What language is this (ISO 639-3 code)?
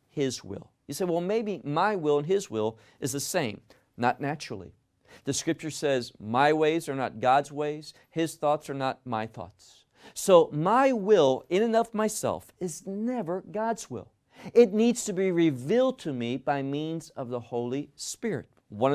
eng